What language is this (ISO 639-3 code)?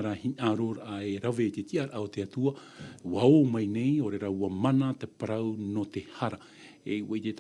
tah